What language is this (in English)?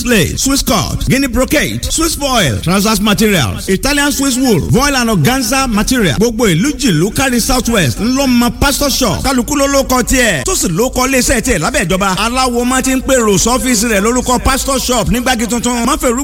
Yoruba